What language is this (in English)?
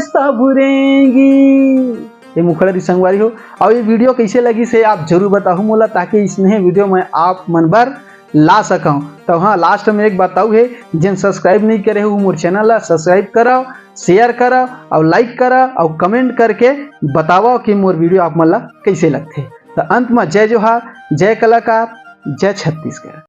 Chhattisgarhi